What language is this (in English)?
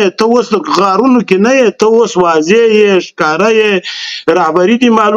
Pashto